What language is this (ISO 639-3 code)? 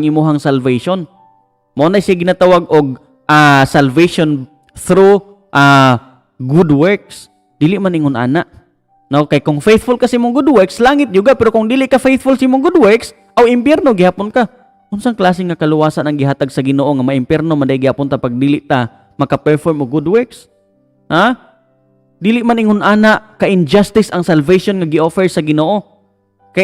ceb